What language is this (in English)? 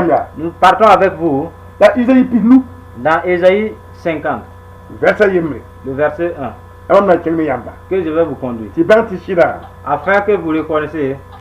Mossi